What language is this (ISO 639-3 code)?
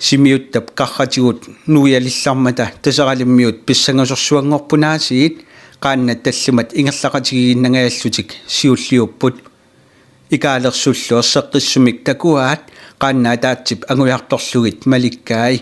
kal